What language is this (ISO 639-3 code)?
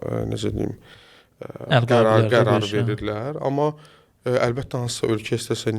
aze